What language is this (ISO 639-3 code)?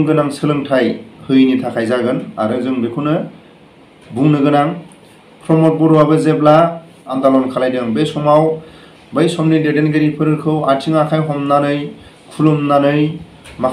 brx